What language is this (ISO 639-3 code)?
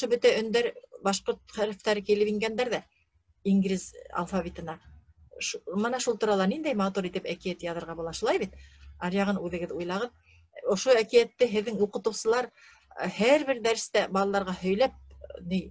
bak